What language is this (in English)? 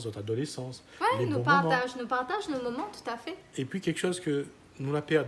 Réunion Creole French